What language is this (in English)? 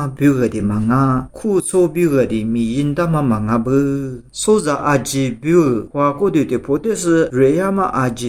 Lisu